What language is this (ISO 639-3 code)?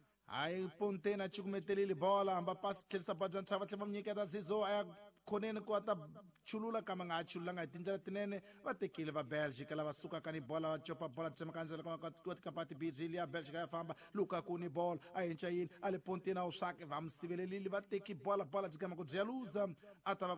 tso